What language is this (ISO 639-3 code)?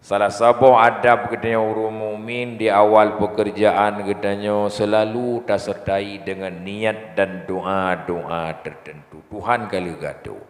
ace